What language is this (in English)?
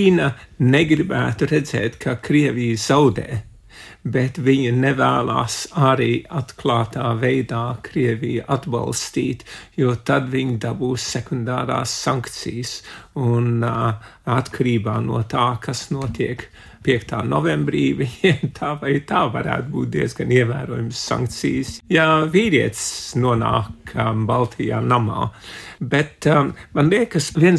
Latvian